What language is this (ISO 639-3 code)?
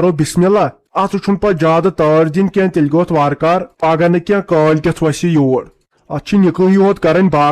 kas